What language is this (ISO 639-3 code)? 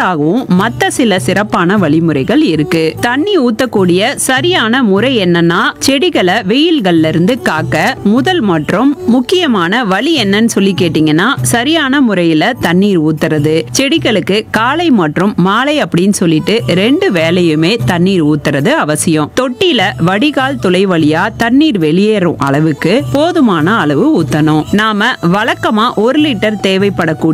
tam